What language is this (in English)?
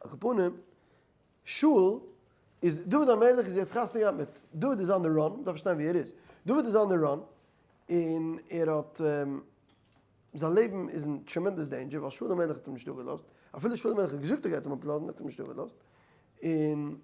Yiddish